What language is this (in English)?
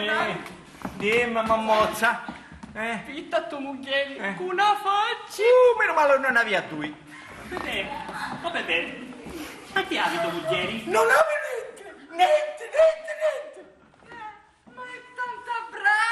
Sicilian